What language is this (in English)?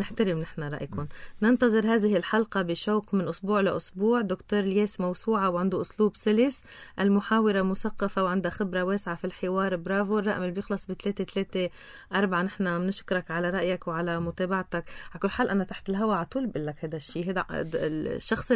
North Levantine Arabic